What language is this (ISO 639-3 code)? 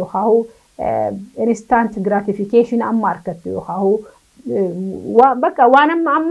orm